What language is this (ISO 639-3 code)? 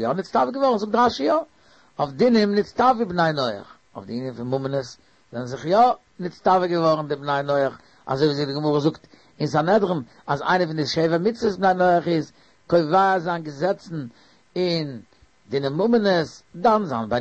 yid